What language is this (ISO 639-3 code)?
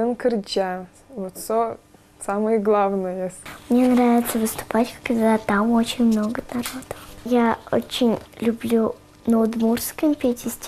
udm